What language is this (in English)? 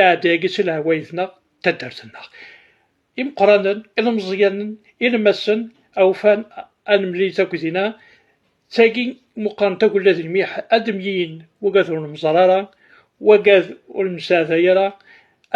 Kabyle